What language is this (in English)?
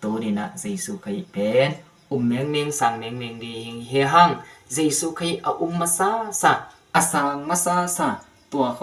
Tedim Chin